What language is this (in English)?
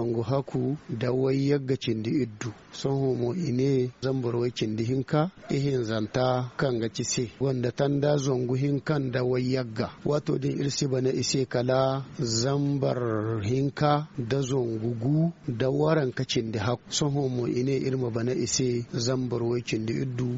Zarma